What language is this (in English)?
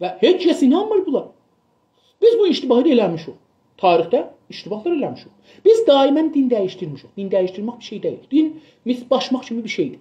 South Azerbaijani